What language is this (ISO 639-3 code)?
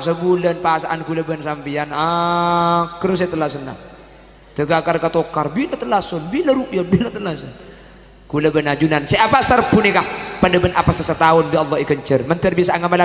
mad